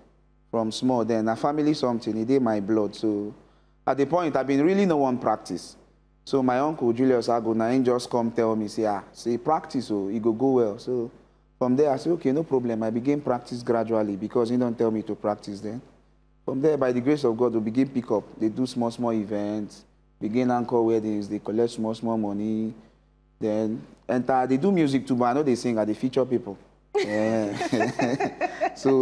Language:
Nigerian Pidgin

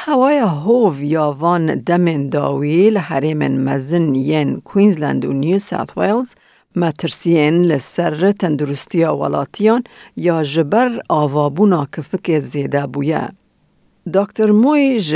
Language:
Kurdish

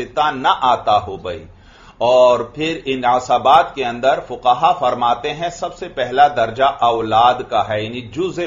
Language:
Urdu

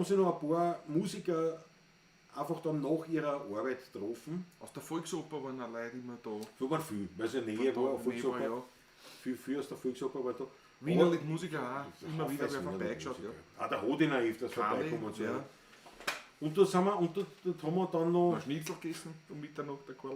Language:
Bavarian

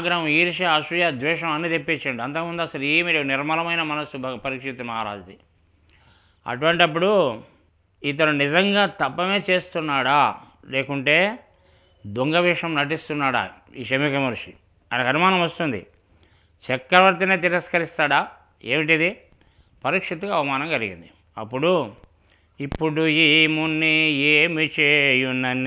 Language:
Telugu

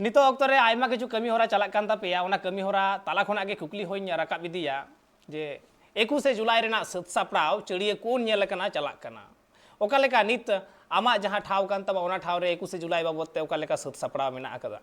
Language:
Santali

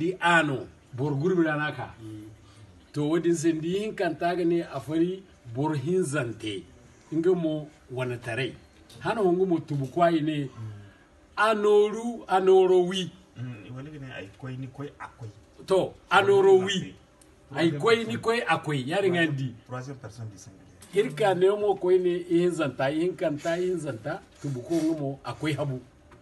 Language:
Zarma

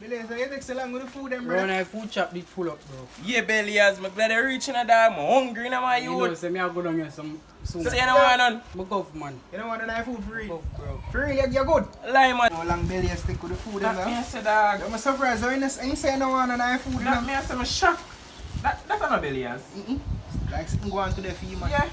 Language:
Jamaican Creole English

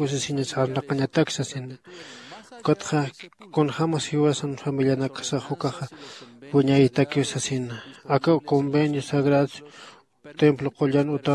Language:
Aymara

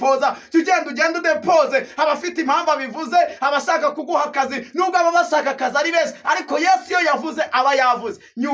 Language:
Kinyarwanda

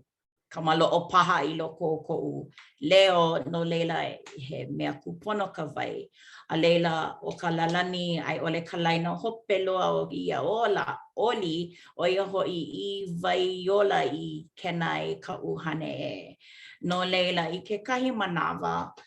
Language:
Hawaiian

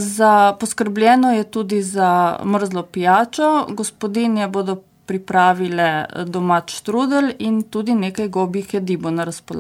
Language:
Slovenian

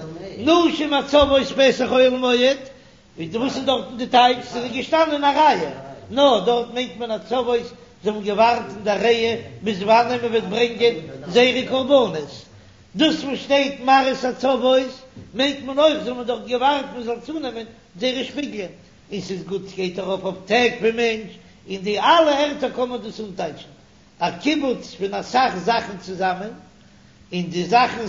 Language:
Yiddish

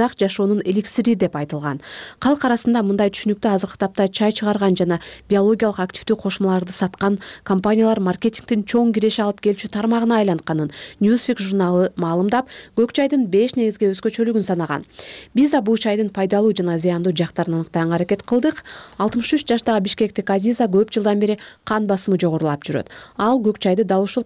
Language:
Kyrgyz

